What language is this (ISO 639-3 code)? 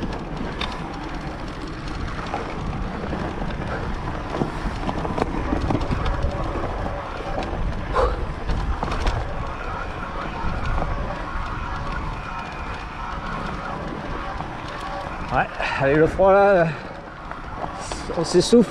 fra